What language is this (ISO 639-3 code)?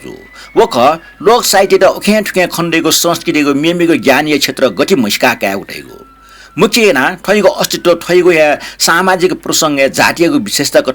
new